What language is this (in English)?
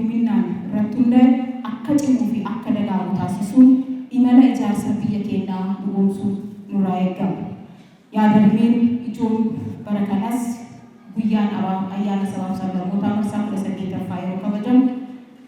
Oromo